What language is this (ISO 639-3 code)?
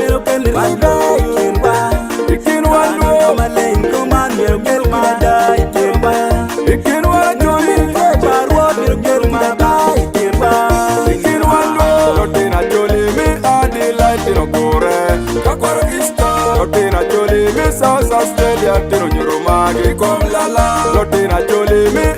ach